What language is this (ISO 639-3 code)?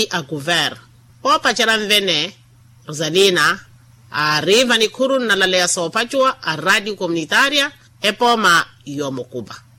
vmw